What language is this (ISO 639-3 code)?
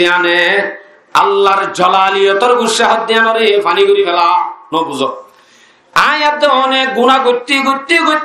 rhg